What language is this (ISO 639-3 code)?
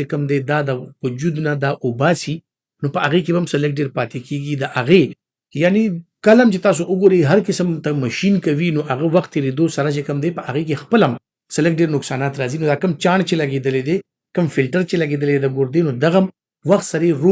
pus